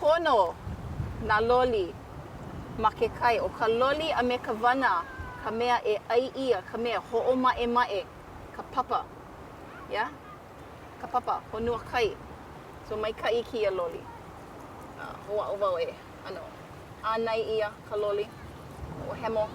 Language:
Hawaiian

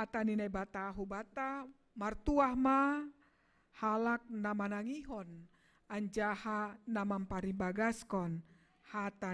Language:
Batak Simalungun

